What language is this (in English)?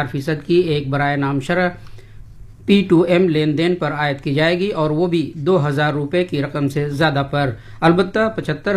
Urdu